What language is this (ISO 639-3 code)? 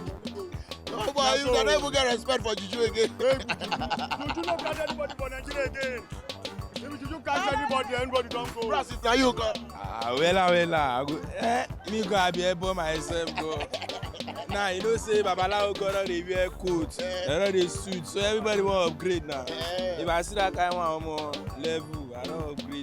pcm